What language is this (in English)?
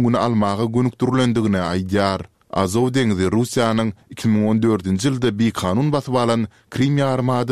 Turkmen